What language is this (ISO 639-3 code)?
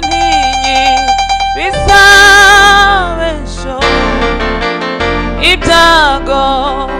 kin